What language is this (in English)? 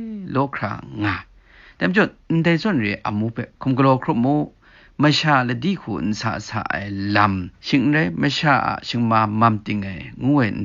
Kachin